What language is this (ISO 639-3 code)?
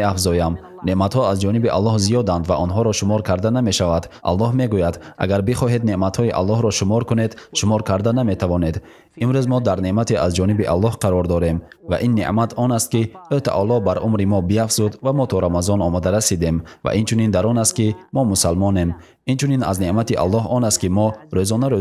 tgk